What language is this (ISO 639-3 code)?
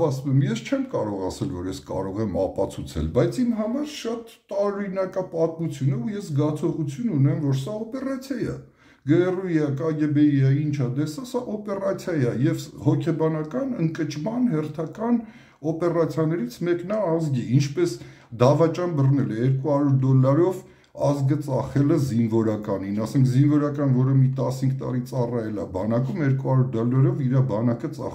hye